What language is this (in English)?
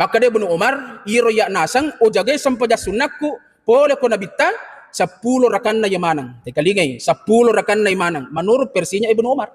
Buginese